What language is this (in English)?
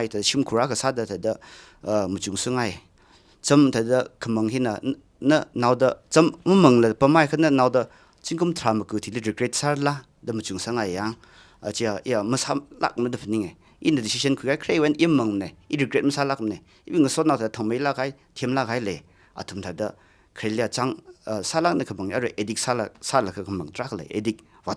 Tangkhul Naga (India)